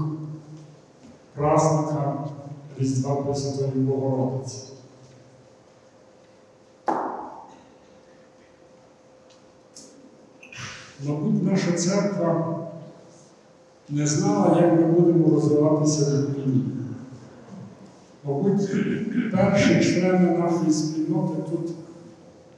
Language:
Ukrainian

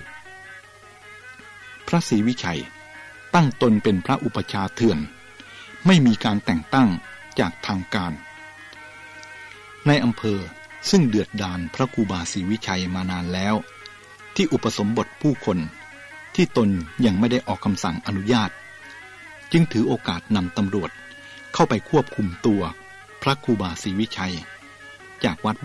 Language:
Thai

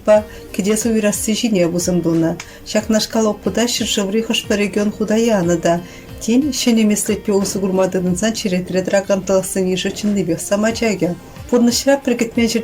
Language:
Chuvash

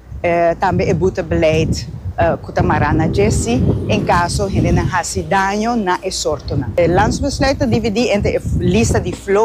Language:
Papiamento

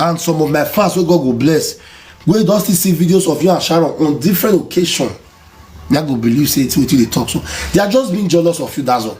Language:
Nigerian Pidgin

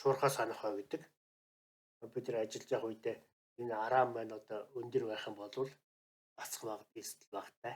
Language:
Mongolian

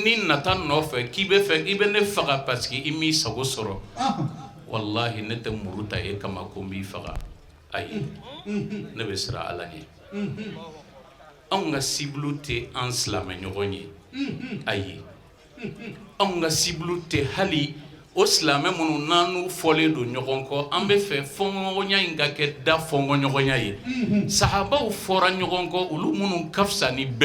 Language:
Bambara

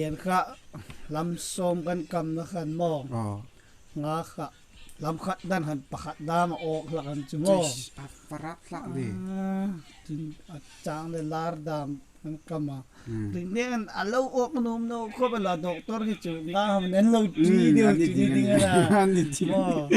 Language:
Hmar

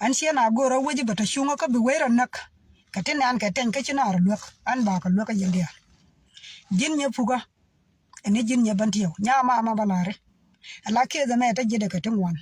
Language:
Nuer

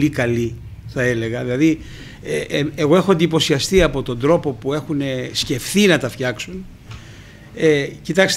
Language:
Greek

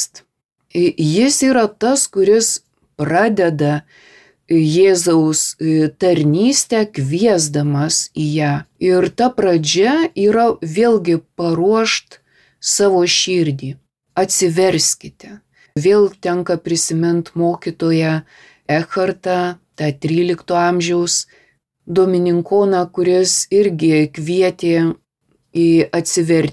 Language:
Lithuanian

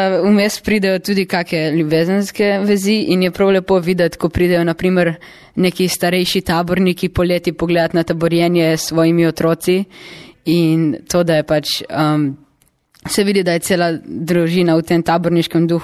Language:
Slovenian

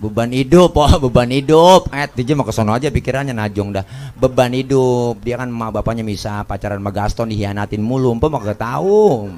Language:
Betawi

